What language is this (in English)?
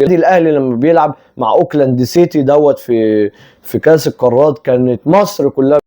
Egyptian Arabic